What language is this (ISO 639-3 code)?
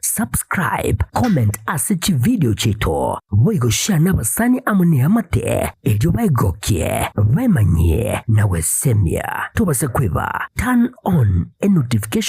guz